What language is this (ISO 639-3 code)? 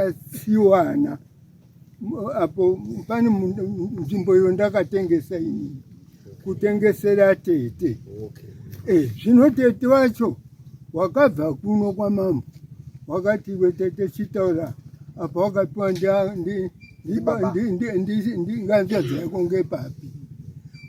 sna